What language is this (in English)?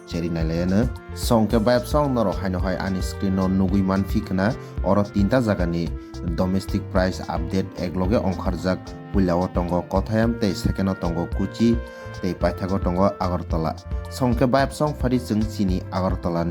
Kok Borok